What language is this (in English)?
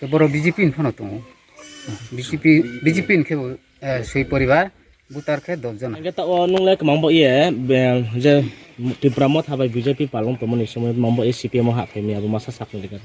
Riang (India)